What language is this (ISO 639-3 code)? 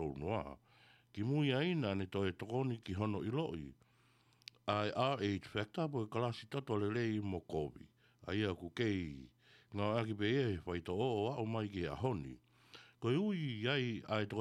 ton